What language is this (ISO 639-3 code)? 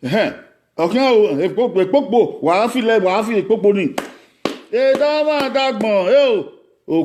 bin